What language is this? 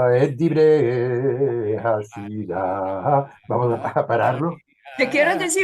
Ladino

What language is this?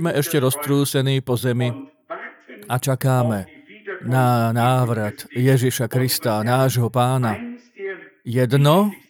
Slovak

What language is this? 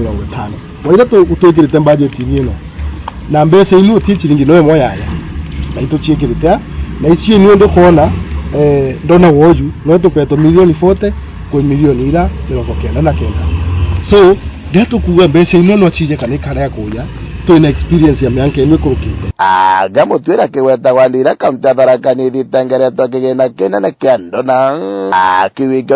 Meru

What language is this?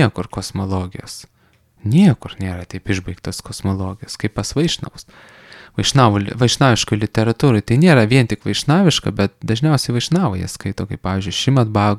Lithuanian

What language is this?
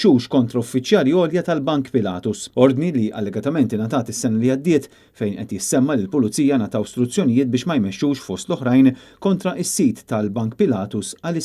Maltese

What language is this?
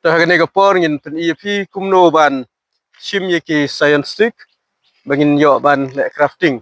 Khasi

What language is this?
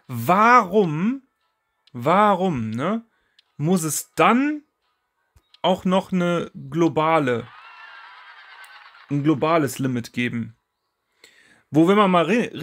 German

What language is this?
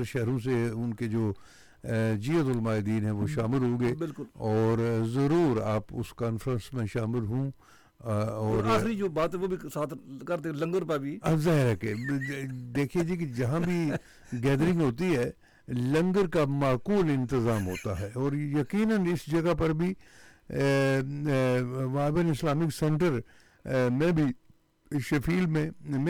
Urdu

